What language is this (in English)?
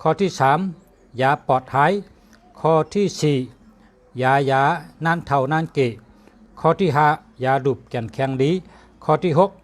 Shan